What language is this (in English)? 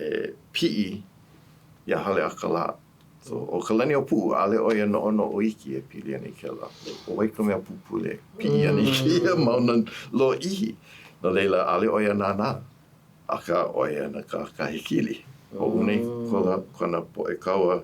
Hawaiian